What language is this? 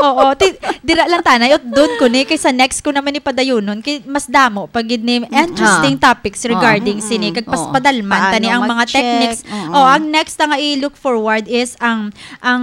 Hiligaynon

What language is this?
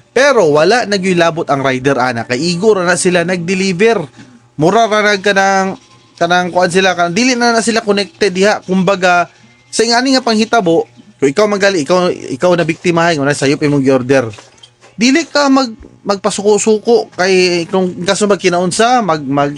Cebuano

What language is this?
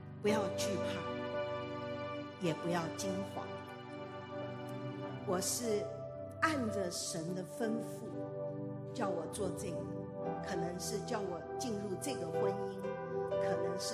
Chinese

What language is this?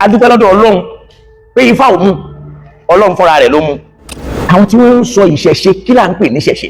Yoruba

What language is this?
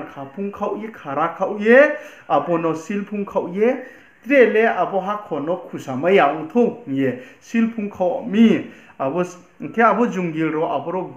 Riang (India)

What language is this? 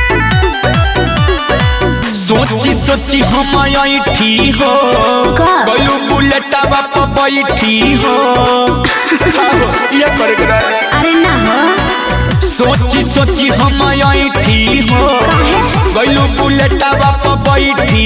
Bhojpuri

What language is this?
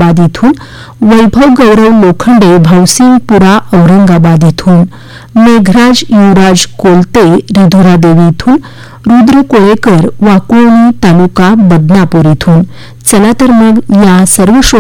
Marathi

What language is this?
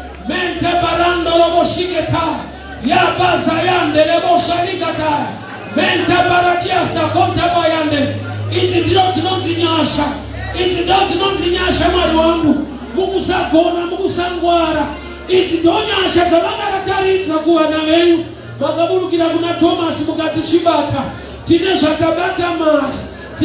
Shona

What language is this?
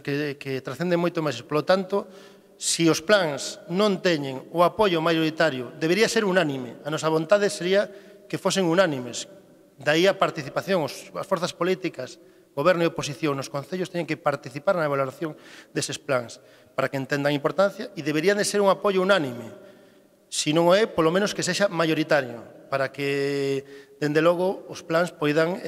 Galician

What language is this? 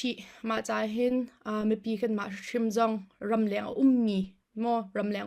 Hakha Chin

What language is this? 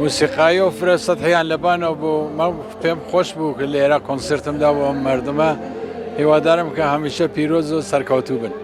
Kurdish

